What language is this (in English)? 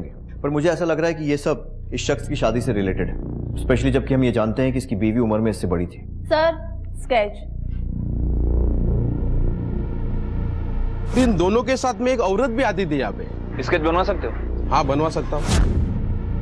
Hindi